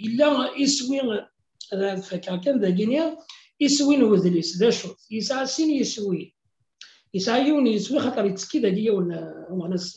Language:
Kabyle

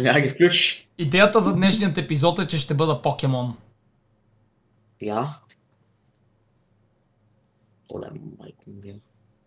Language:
Bulgarian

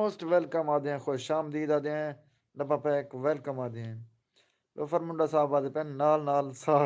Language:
Saraiki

